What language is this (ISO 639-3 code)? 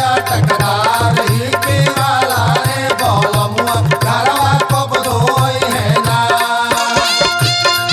bho